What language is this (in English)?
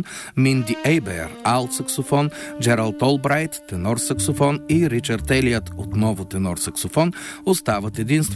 Bulgarian